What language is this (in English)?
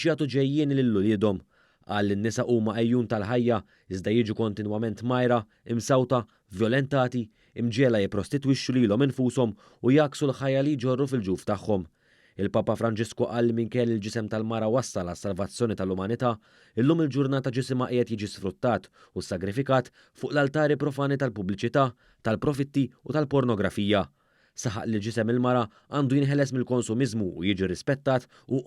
Maltese